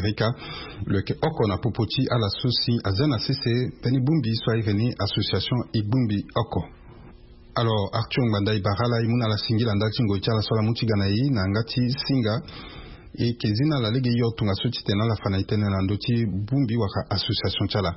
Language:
Sango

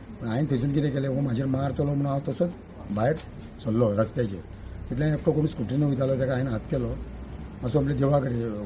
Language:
Konkani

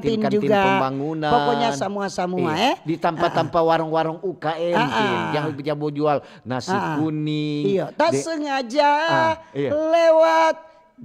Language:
Manado Malay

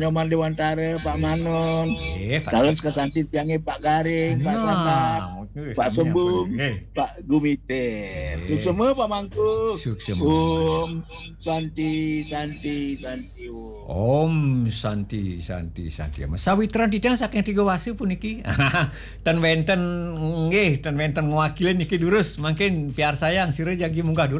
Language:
Balinese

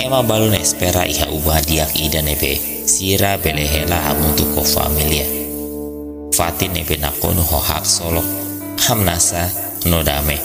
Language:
Tetum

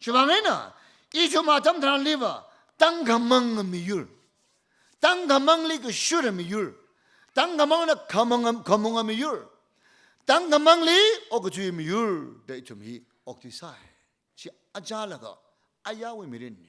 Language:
Tangkhul Naga (India)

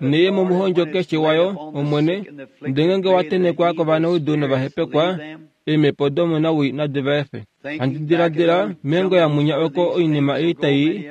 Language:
Kuanyama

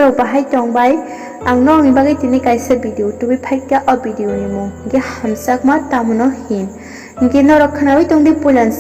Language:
Kok Borok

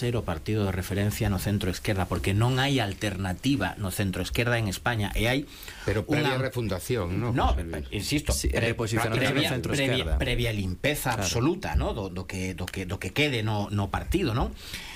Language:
Galician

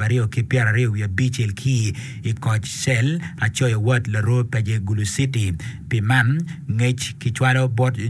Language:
Acoli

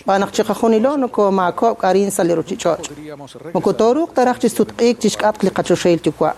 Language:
Kekchí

